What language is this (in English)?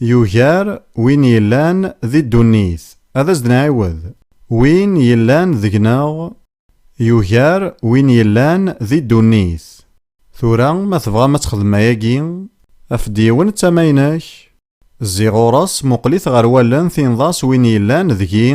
Kabyle